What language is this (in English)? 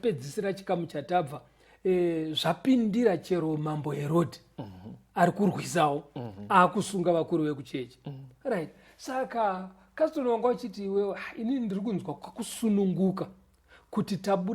Shona